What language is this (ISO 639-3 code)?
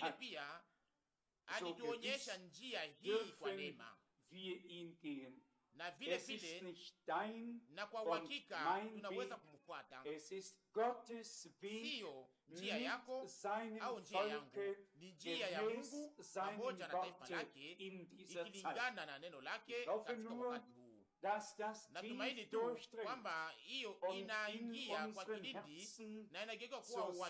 swa